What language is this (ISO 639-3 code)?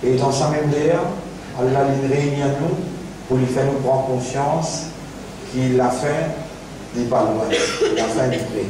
mfe